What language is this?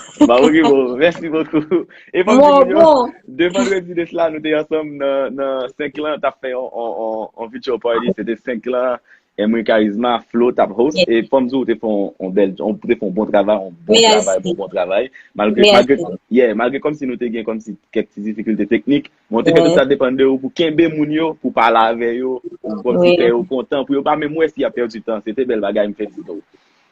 Haitian Creole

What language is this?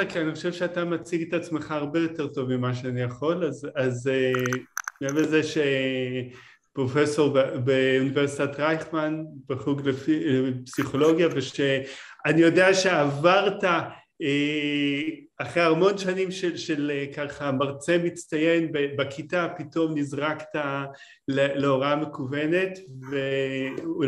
Hebrew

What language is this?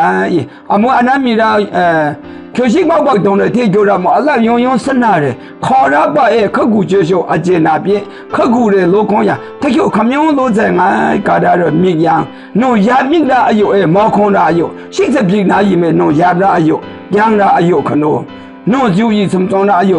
Maru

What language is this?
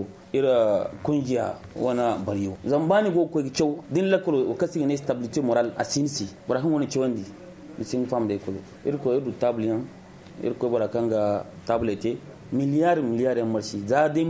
Zarma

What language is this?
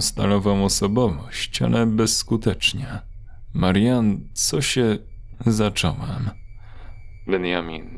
Polish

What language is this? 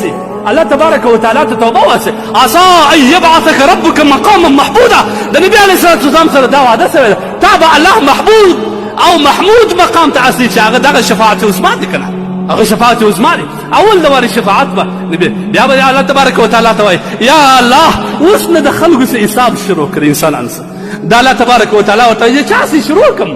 Pashto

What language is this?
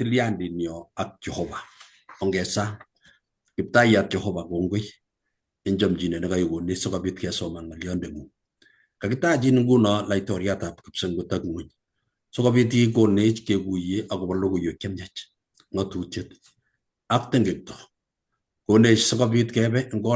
Kalenjin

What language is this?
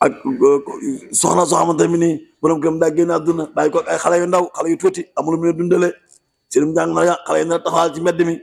Wolof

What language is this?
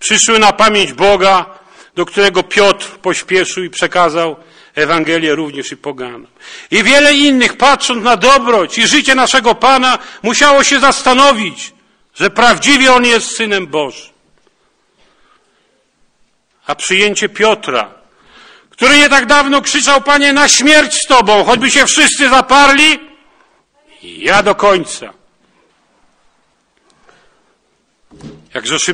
Polish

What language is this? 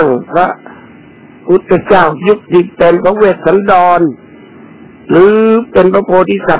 Thai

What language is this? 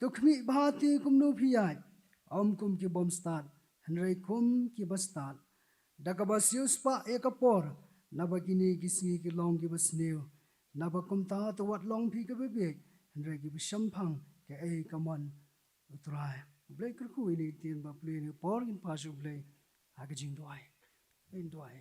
Khasi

